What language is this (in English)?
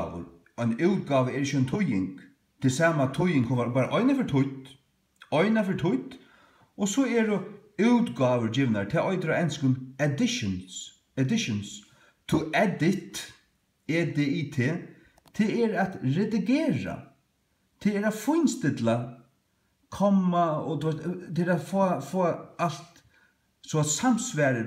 Faroese